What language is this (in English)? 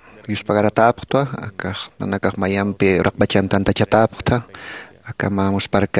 Aymara